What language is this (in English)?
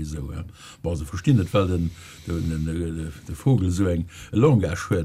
Luxembourgish